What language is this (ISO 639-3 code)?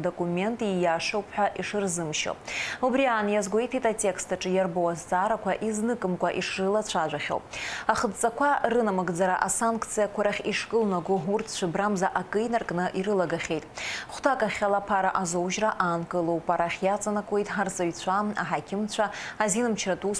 abk